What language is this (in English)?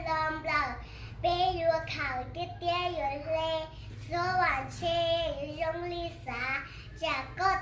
Hmong